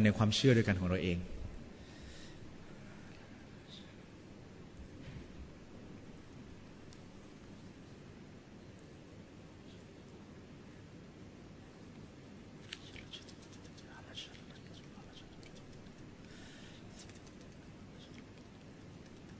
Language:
Thai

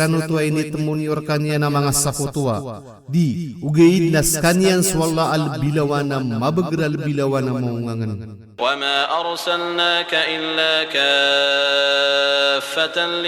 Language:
Maranao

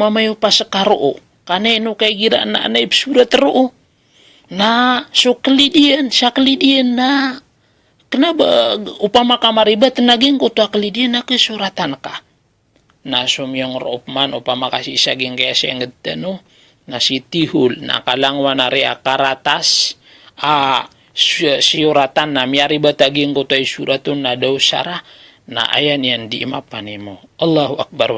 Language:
Maranao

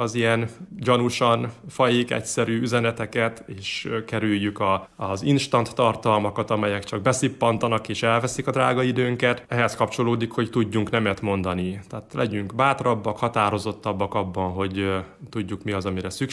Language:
Hungarian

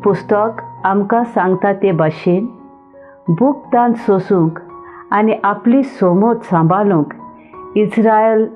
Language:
Konkani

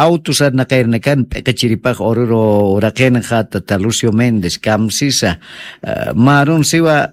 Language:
Aymara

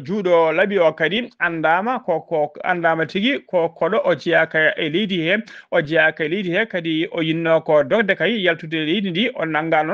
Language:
Fula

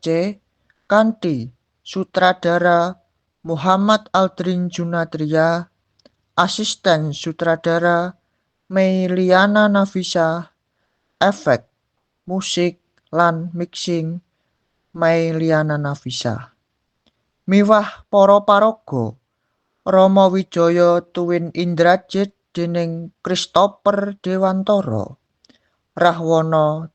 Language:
Javanese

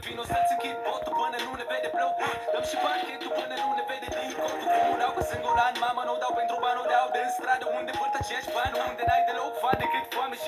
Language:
Romanian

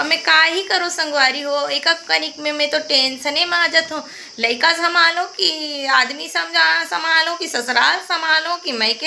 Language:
Chhattisgarhi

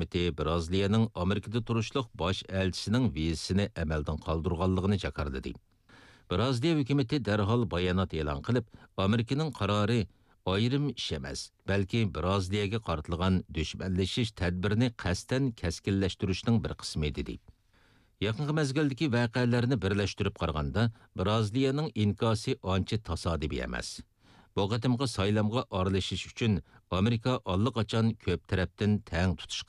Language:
Uyghur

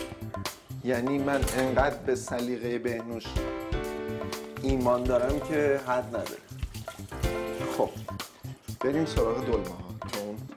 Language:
Persian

